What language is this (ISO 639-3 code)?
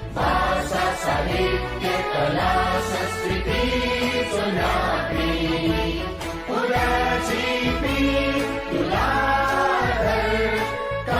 new